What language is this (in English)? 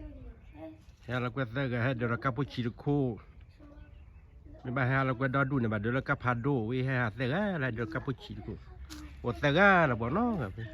S'gaw Karen